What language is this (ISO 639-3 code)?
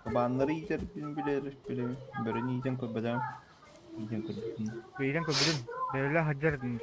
sah